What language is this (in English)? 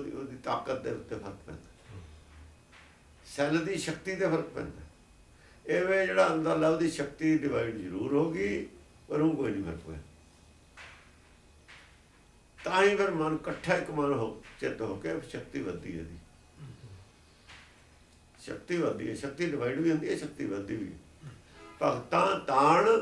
Punjabi